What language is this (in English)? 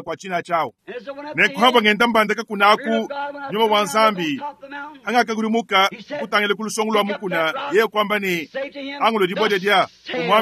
Luba-Lulua